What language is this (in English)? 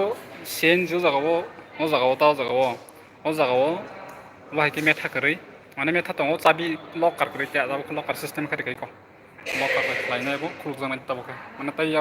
Kok Borok